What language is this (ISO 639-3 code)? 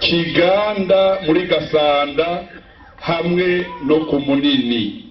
run